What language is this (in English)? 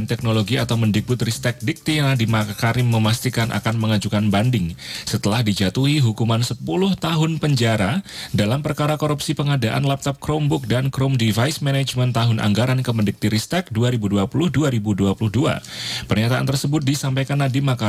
Indonesian